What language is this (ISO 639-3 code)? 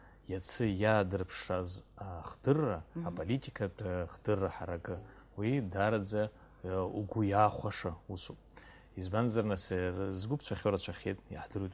abk